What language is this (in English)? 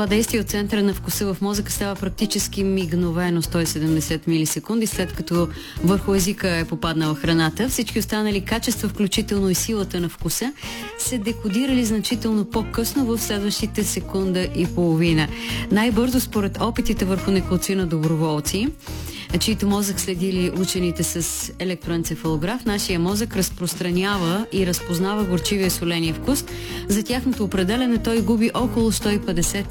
Bulgarian